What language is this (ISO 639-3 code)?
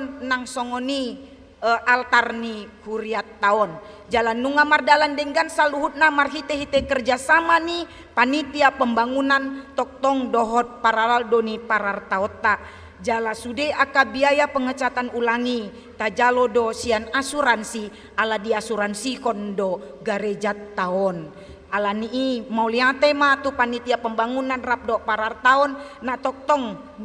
bbc